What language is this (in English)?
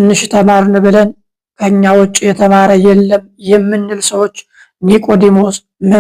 Amharic